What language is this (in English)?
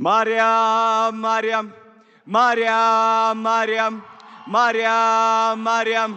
Amharic